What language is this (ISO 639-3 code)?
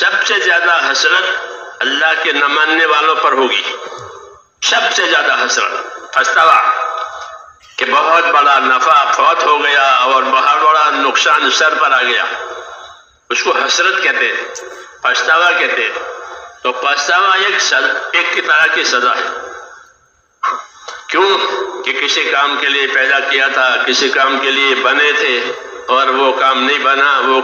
urd